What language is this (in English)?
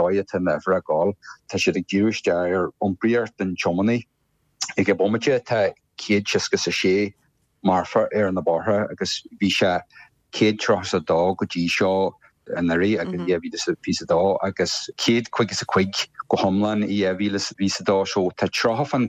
Irish